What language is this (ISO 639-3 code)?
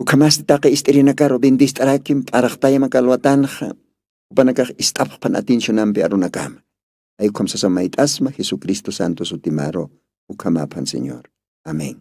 aym